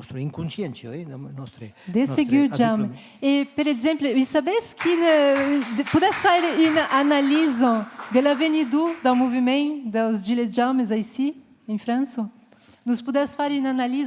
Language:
Occitan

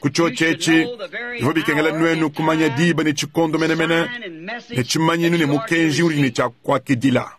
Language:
Luba-Lulua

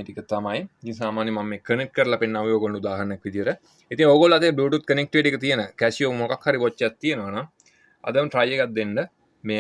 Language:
Sinhala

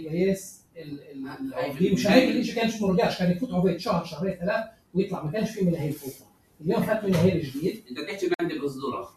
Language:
North Levantine Arabic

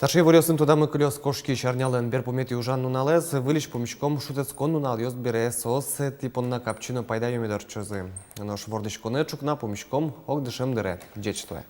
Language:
Udmurt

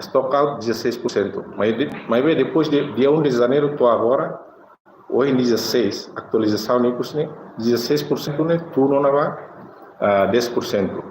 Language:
Tetum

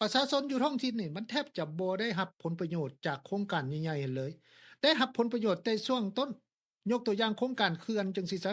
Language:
Lao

